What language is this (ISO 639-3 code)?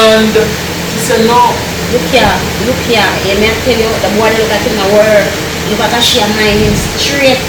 jam